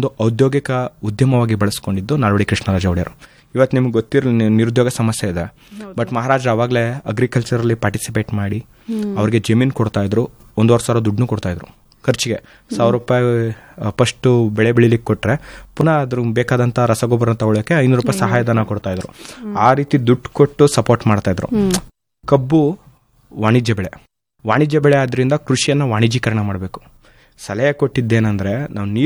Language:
Kannada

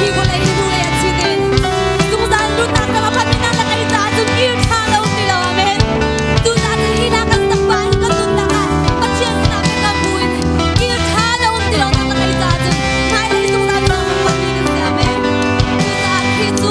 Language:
Hakha Chin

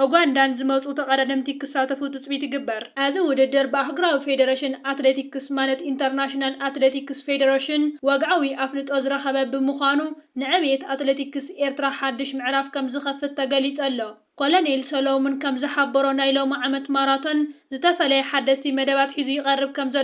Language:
Tigrinya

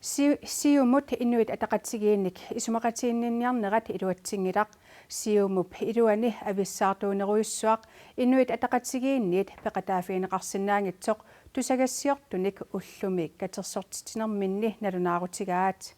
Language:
Kalaallisut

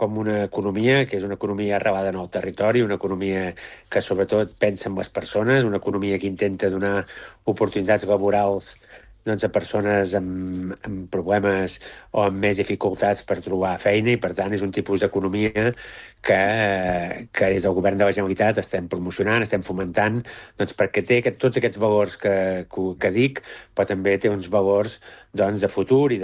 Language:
Catalan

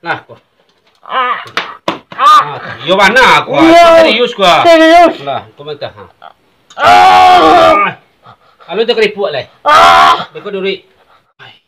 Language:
Minangkabau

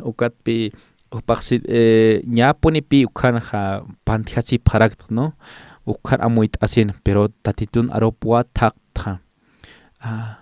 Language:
Aymara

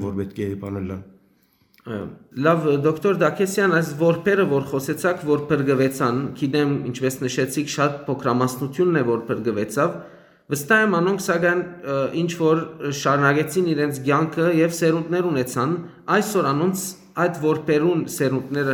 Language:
Western Armenian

